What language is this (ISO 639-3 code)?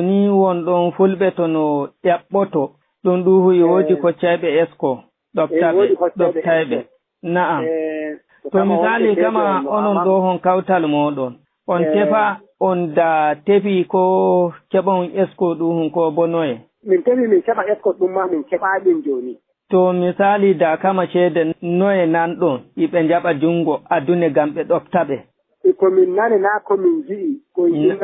ful